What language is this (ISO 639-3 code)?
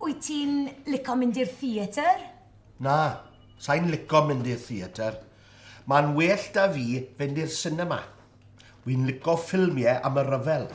cym